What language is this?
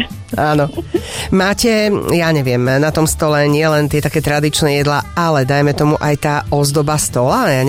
Slovak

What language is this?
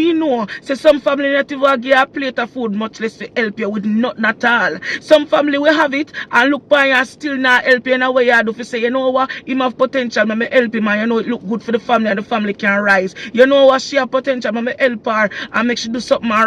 Jamaican Creole English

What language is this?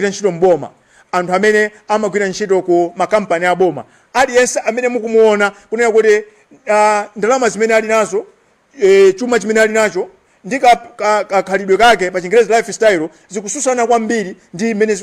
Nyanja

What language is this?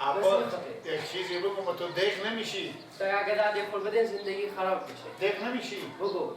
Persian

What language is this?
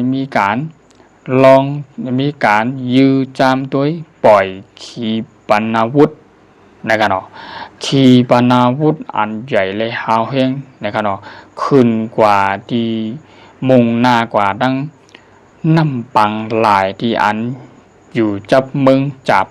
Shan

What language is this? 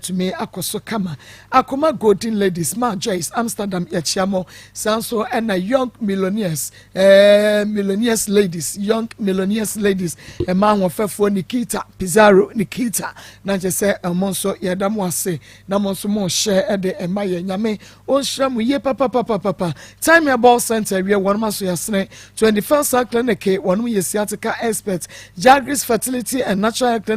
Akan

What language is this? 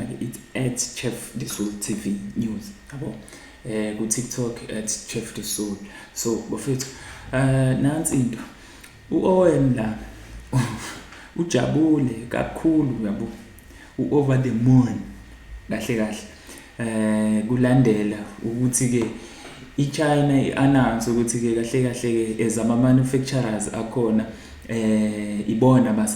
Zulu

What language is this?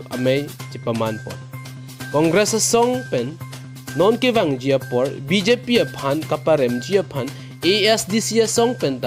Karbi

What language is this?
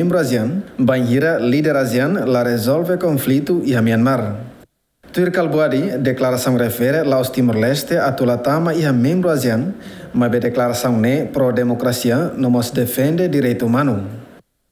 Tetum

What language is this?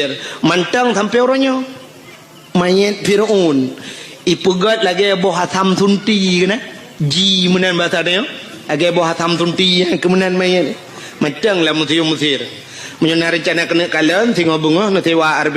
Achinese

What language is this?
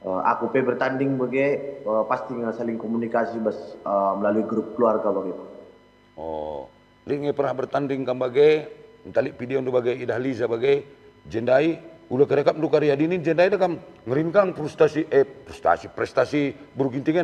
Batak Karo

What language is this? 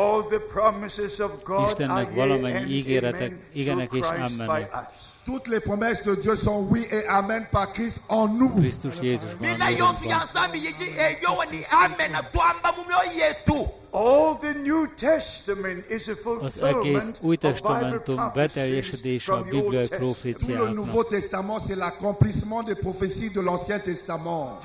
Hungarian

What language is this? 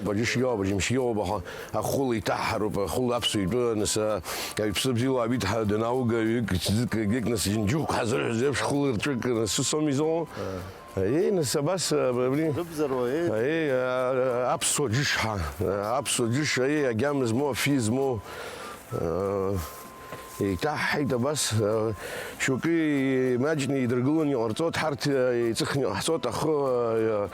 Abkhazian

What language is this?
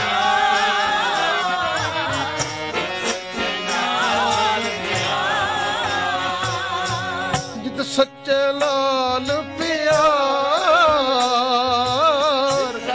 Punjabi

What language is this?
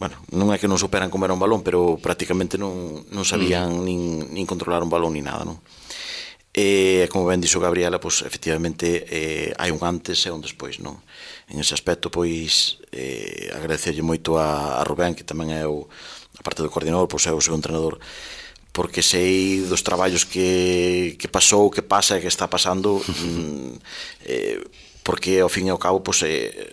Galician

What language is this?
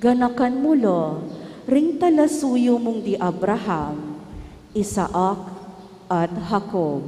Pampanga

